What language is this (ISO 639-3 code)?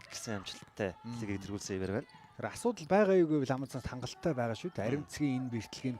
mon